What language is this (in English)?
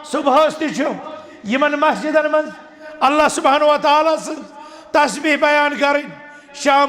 Kashmiri